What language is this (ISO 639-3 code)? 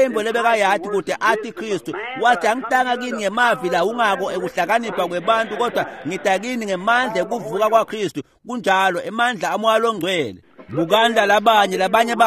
ssw